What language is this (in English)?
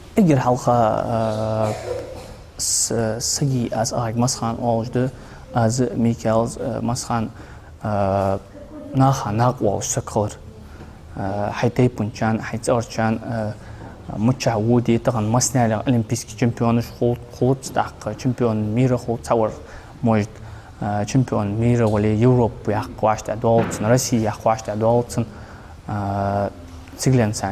Ingush